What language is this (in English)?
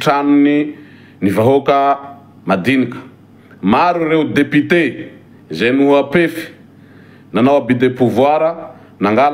Malagasy